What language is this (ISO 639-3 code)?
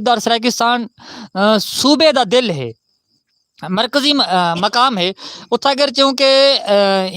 skr